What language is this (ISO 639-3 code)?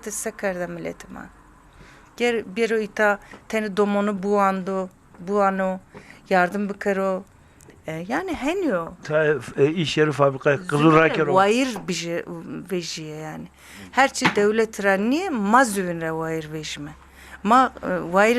zza